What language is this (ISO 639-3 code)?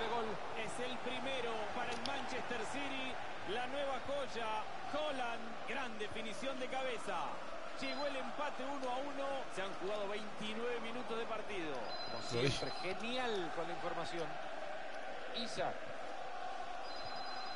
spa